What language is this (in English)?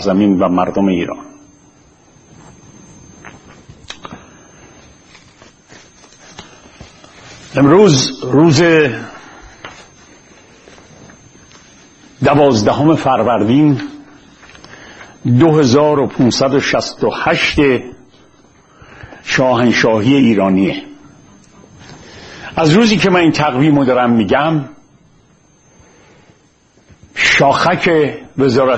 Persian